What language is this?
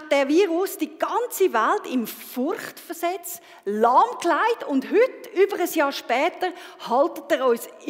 Swiss German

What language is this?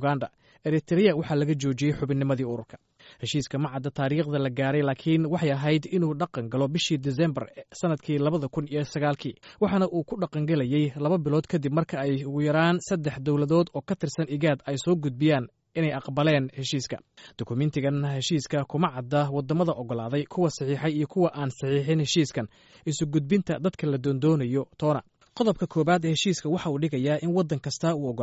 Somali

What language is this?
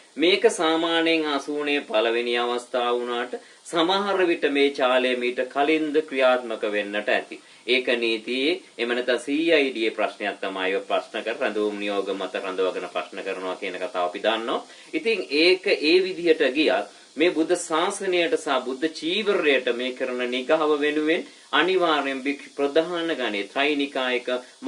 Sinhala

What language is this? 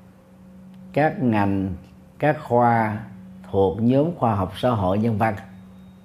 Vietnamese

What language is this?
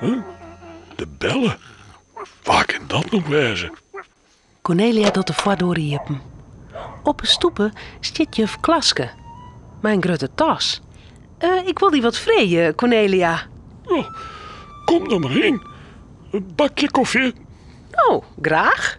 Western Frisian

